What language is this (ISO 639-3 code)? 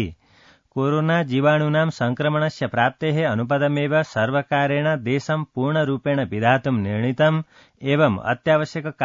san